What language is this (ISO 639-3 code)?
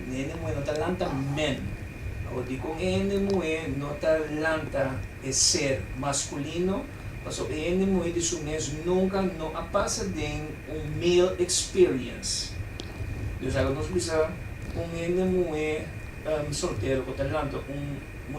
pap